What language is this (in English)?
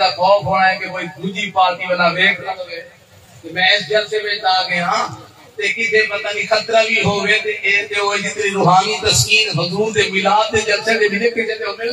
Saraiki